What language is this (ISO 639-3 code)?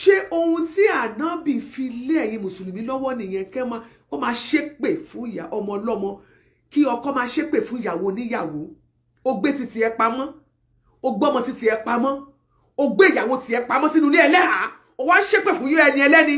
yor